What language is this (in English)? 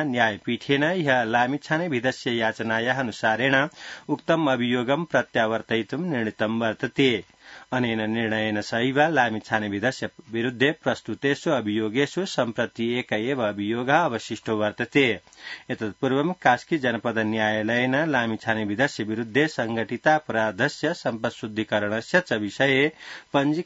Sanskrit